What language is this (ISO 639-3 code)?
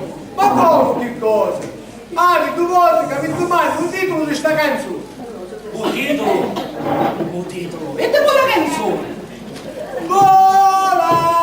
scn